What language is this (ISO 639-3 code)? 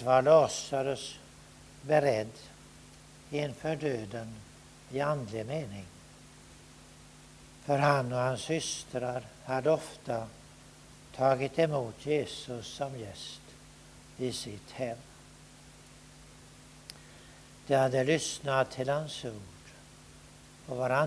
swe